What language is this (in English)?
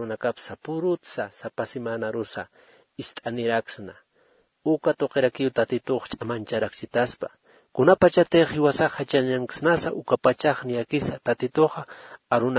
Aymara